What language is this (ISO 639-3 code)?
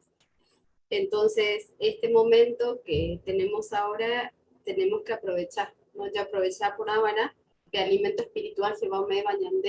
grn